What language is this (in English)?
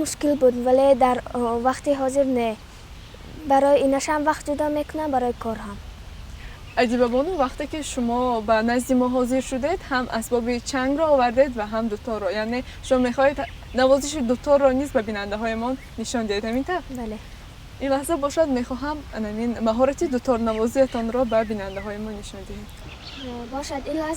Tajik